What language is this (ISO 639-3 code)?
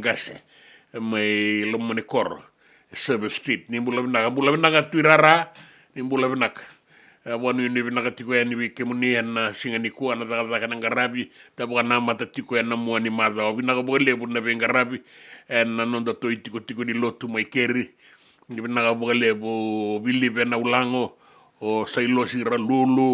fij